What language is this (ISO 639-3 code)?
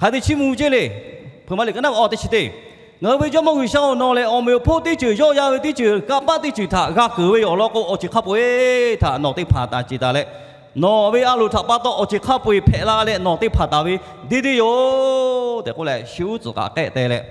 lhu